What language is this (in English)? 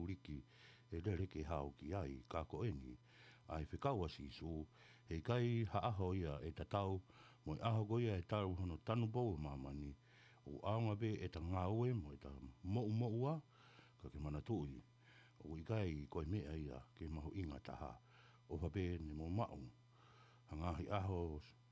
Tongan